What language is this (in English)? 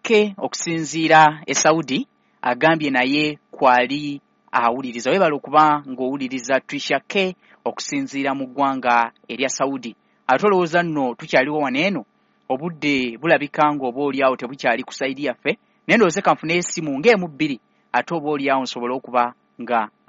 Ganda